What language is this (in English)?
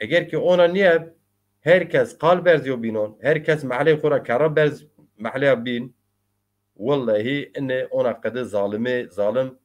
Zaza